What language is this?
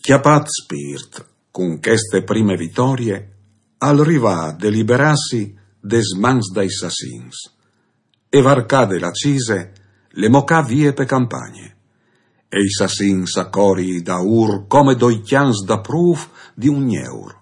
Friulian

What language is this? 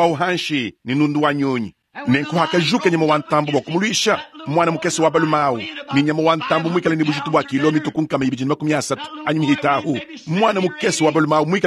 Luba-Lulua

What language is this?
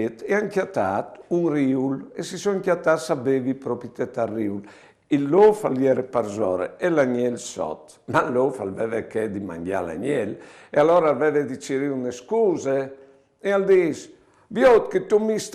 Friulian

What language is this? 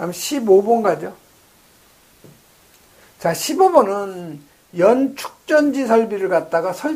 Korean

